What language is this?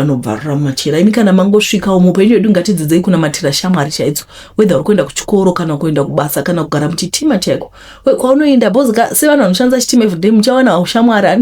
Shona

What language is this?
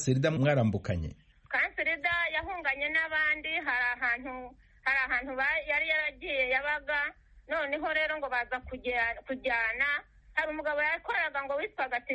Kinyarwanda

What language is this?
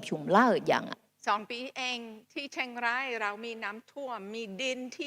Akha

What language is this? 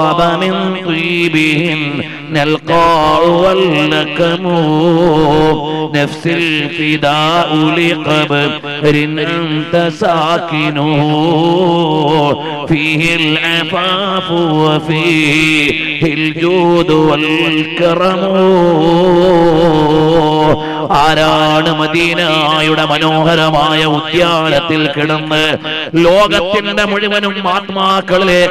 Malayalam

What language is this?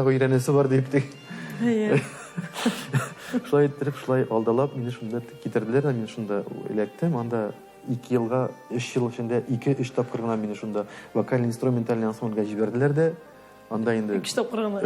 Tatar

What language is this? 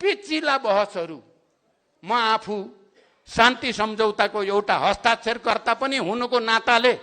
Nepali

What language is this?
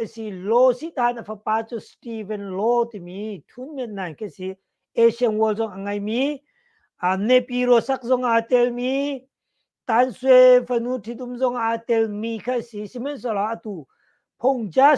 Hakha Chin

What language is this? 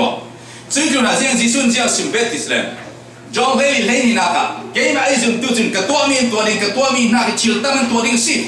Falam Chin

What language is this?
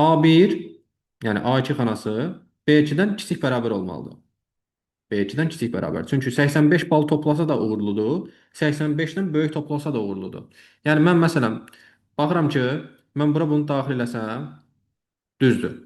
Azerbaijani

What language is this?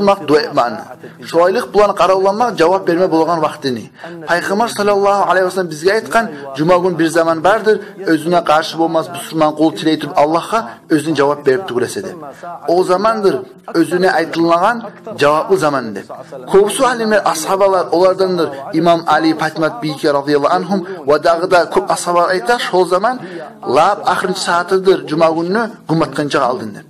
Kumyk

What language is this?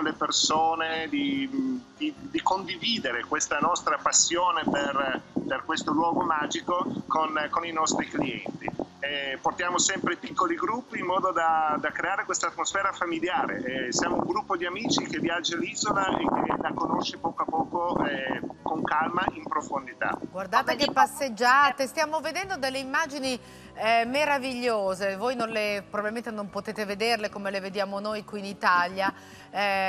Italian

